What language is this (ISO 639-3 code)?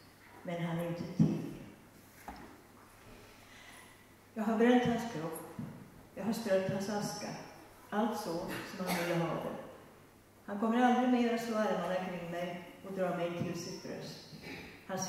swe